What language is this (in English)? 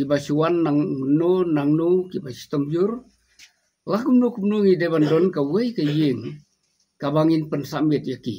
Khasi